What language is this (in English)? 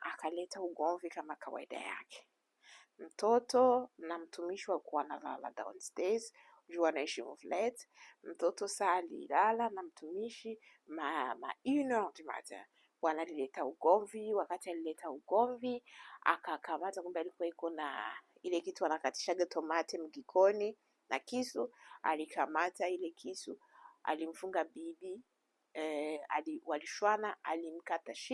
Swahili